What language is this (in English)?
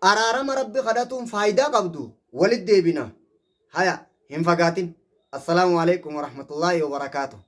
Oromo